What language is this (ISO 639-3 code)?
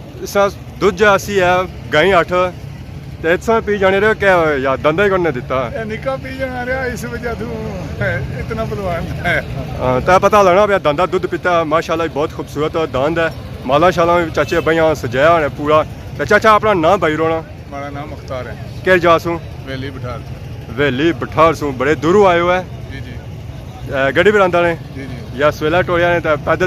phr